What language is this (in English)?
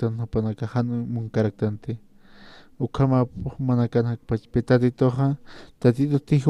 Aymara